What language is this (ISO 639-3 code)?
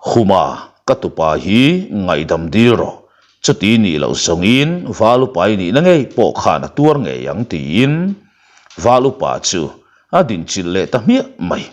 lus